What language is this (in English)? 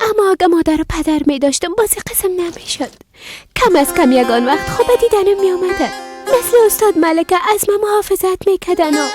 Persian